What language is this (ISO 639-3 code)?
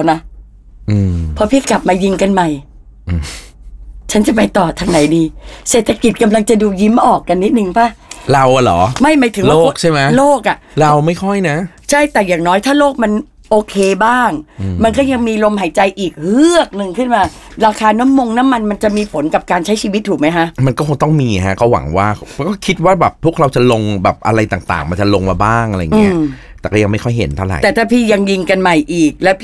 tha